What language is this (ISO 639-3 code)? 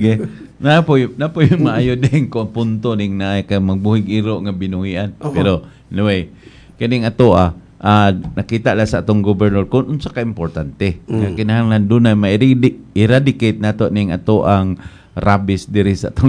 ceb